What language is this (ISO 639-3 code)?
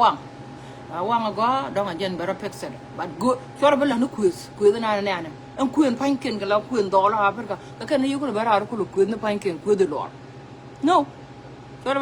nus